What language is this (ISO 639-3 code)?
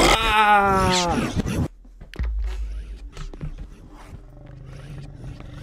fra